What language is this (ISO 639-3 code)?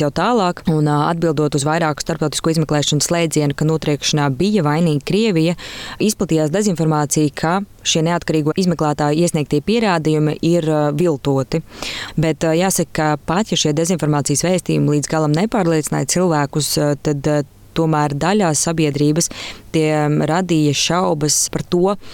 lav